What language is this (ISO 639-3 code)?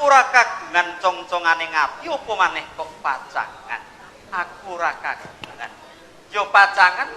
jav